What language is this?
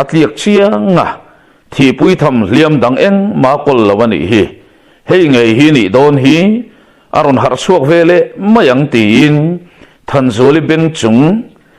Mizo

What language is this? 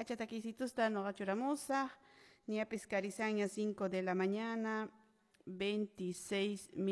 Quechua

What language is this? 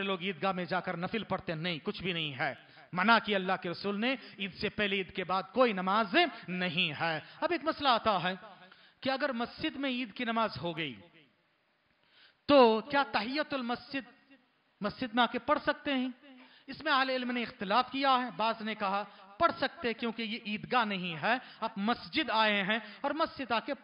Urdu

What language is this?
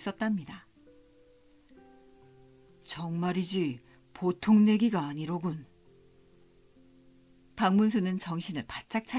Korean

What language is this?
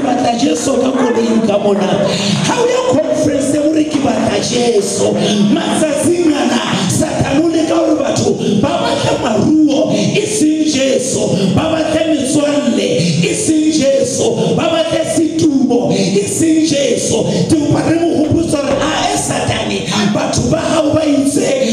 Southern Sotho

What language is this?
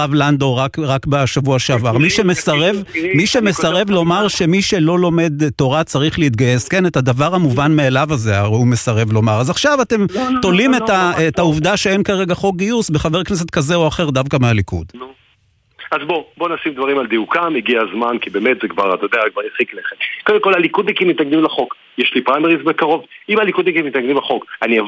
Hebrew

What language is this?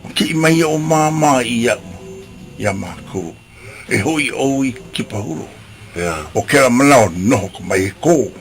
Hawaiian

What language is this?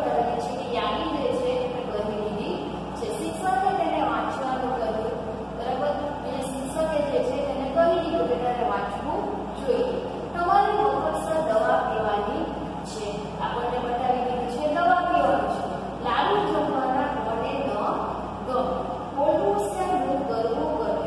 Gujarati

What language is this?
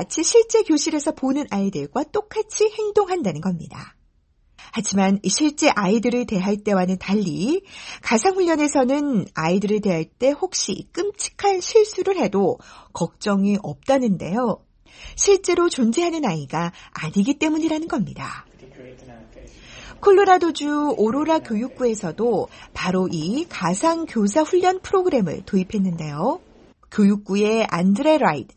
Korean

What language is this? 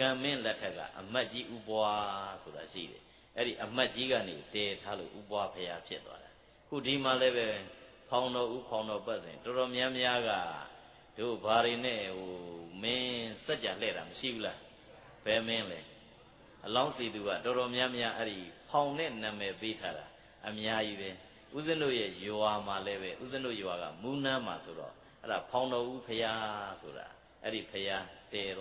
Burmese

